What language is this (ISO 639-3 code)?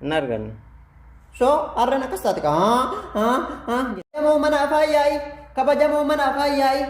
orm